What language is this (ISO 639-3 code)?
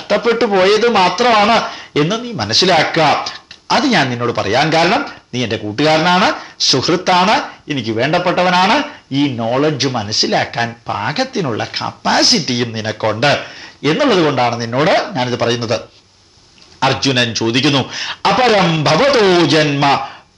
mal